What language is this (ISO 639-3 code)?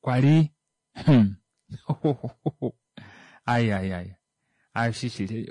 kua